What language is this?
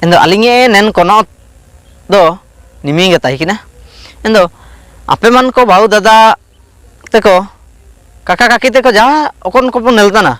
Ho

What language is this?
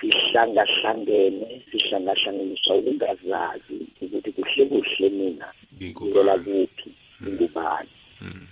South Ndebele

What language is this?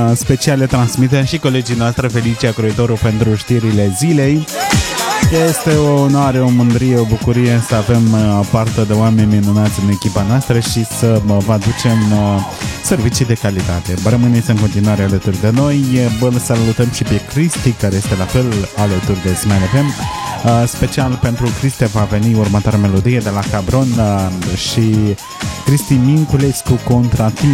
Romanian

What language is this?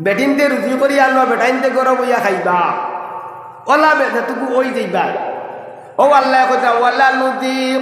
Sylheti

